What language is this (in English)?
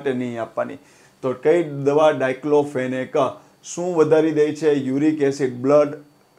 Gujarati